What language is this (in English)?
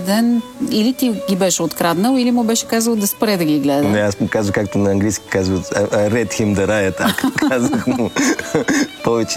Bulgarian